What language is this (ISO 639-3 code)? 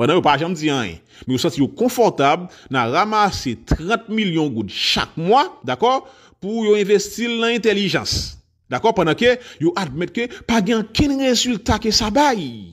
hat